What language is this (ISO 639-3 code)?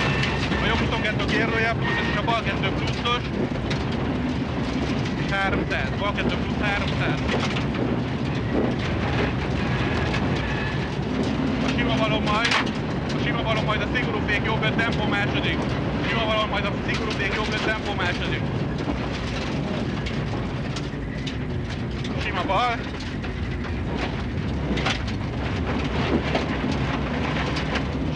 hun